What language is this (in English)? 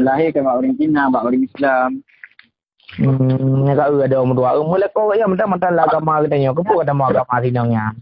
Achinese